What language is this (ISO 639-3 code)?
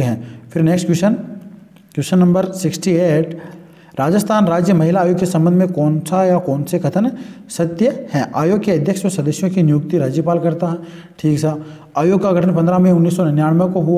hin